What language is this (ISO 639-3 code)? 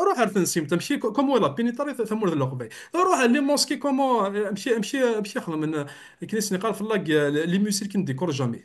kab